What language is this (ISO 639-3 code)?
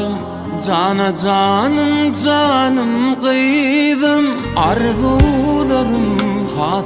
tuk